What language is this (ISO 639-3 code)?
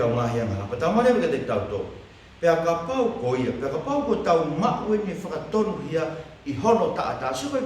ton